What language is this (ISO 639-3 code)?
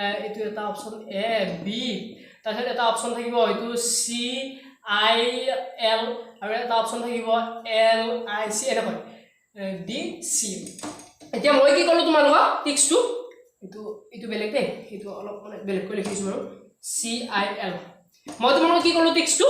asm